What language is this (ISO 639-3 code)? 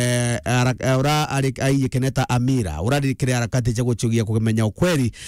mer